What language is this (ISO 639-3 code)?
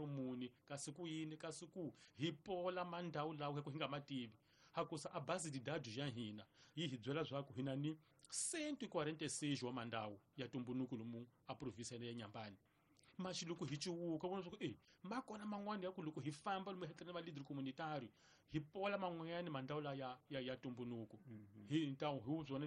tso